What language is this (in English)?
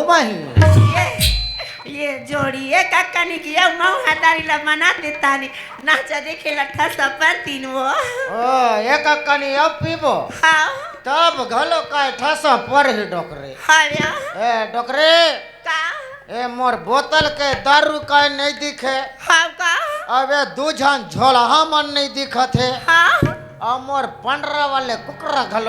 Chhattisgarhi